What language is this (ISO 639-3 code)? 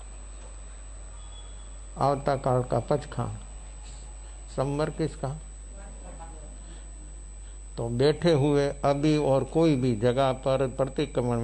hin